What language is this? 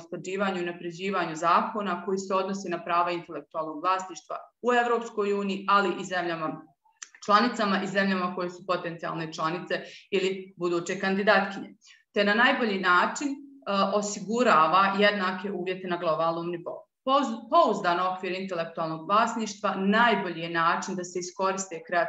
Bosnian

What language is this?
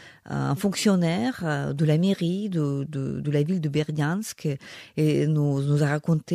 French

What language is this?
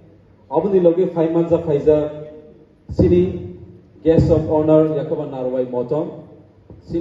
Kok Borok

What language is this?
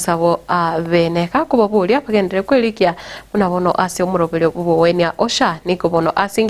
Gusii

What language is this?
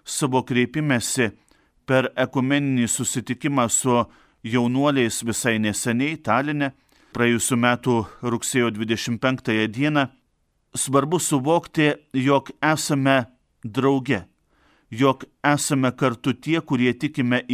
Lithuanian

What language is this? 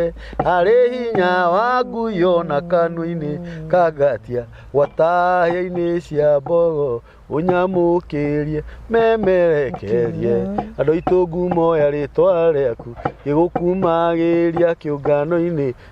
Kikuyu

